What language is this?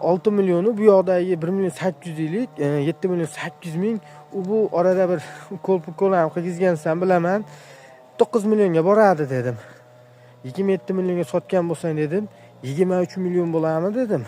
Uzbek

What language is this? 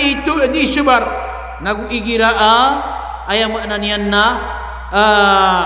Maranao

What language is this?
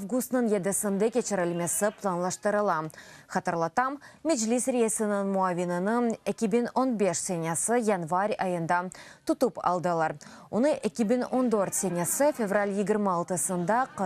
Crimean Tatar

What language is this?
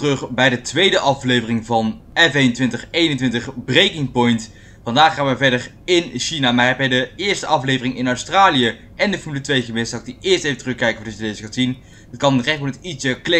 Dutch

